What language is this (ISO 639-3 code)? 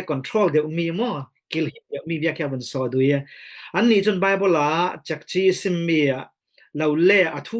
cfm